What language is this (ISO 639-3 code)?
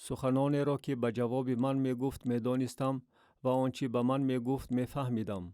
tgk